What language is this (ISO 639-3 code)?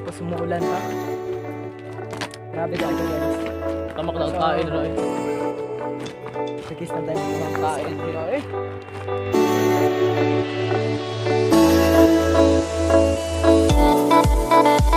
fil